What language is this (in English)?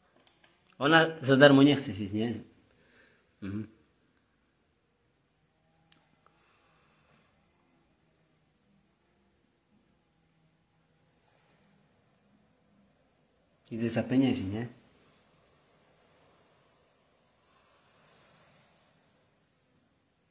Slovak